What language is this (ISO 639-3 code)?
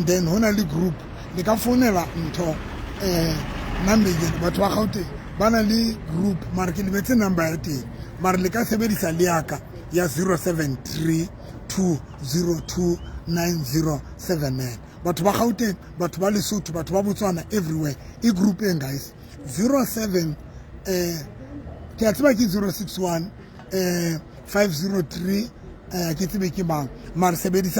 sot